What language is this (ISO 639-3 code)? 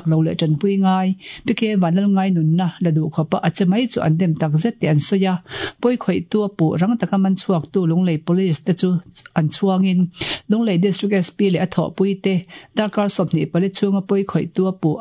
lus